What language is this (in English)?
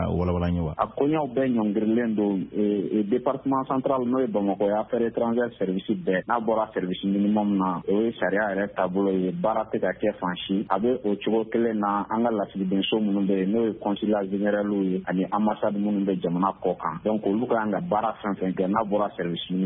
Bambara